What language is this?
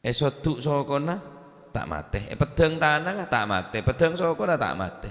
Madurese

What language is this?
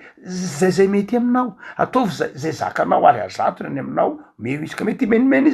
Malagasy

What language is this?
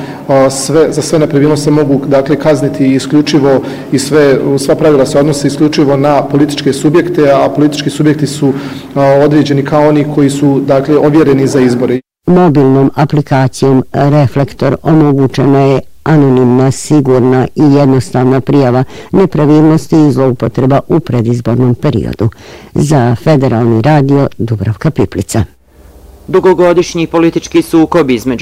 Bosnian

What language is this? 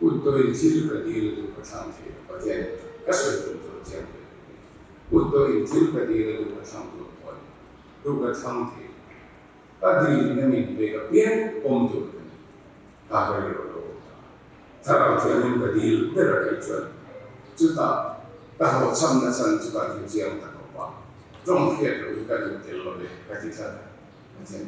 Mizo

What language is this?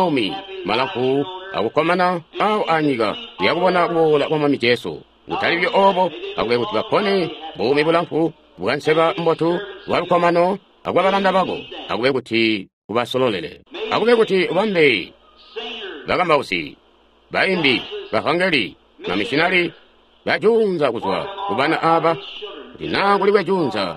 Tonga (Zambia)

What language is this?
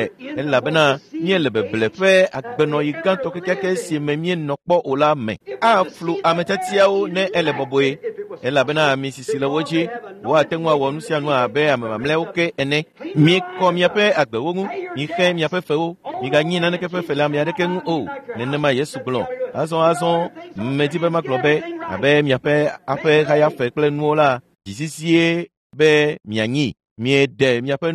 Ewe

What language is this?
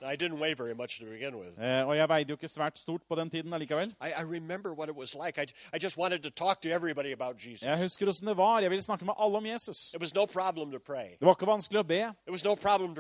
Norwegian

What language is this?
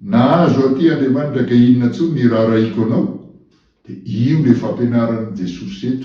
Malagasy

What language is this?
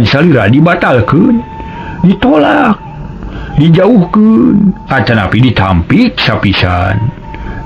Sundanese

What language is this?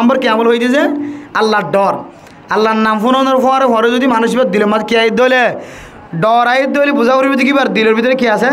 Rohingya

